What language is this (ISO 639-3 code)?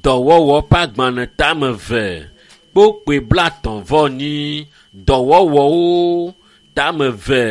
ewe